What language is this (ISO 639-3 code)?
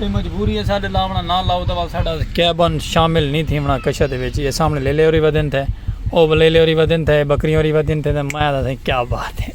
skr